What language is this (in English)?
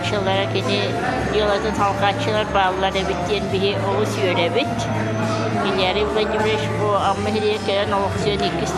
Yakut